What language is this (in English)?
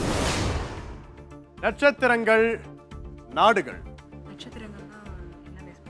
Tamil